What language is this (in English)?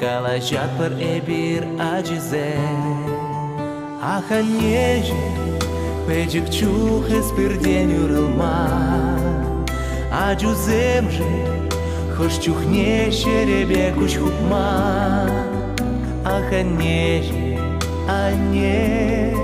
Chuvash